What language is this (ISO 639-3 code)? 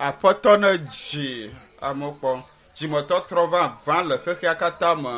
ewe